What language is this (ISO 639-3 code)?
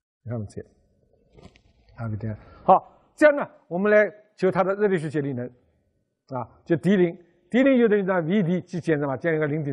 zho